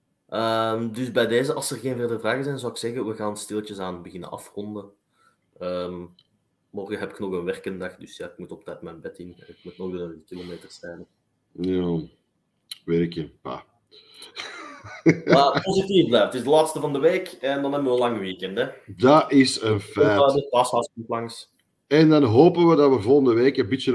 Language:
Dutch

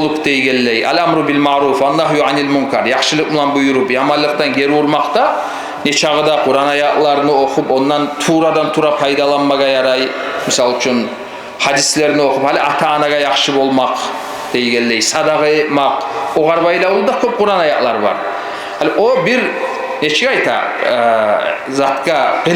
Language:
Kumyk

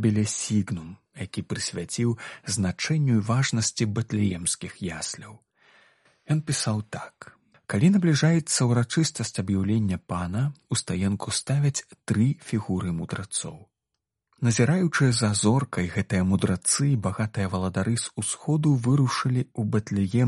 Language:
Belarusian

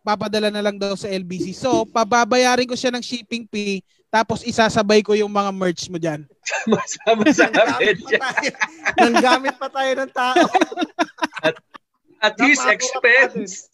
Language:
Filipino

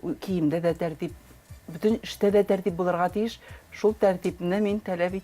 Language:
Tatar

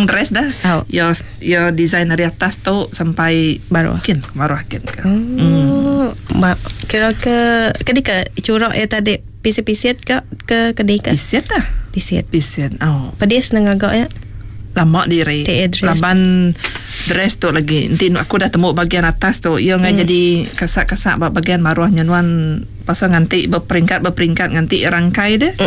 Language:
Iban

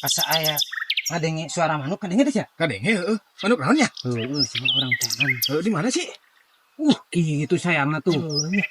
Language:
Sundanese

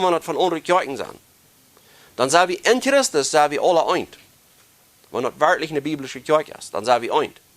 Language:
Plautdietsch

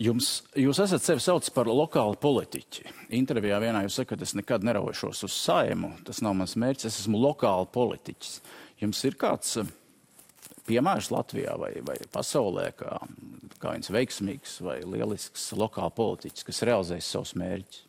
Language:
Latvian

